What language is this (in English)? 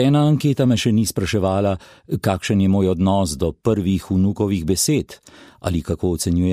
Slovenian